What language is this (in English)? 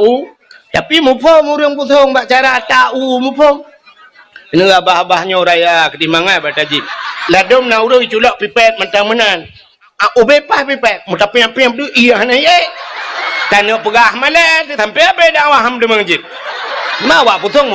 Achinese